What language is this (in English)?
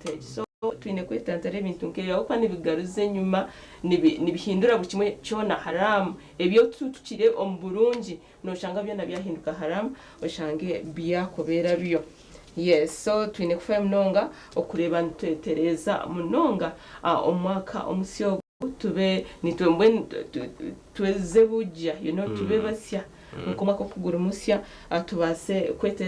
Nyankole